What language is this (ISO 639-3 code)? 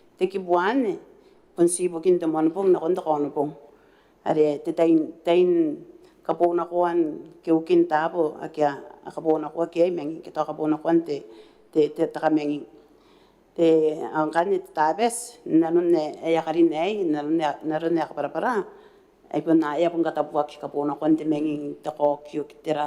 gil